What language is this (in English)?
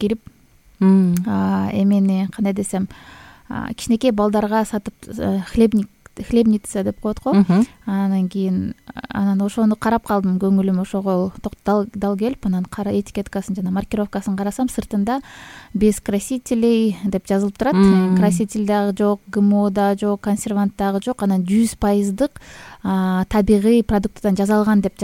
Kyrgyz